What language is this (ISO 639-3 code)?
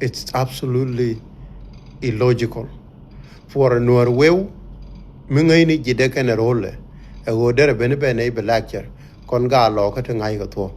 nus